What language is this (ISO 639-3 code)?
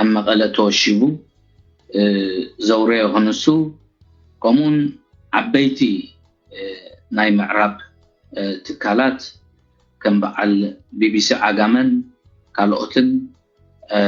tir